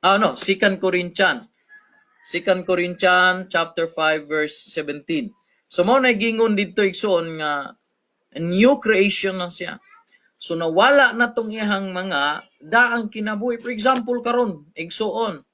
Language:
Cebuano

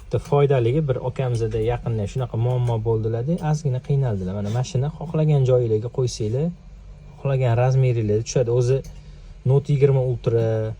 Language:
Uzbek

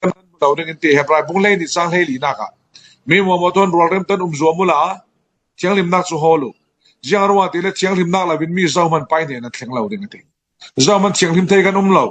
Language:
Falam Chin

